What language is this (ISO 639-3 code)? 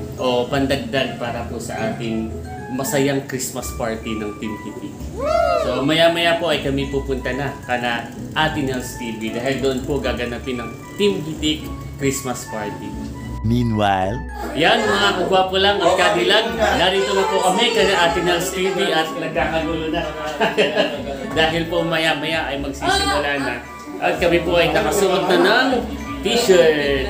fil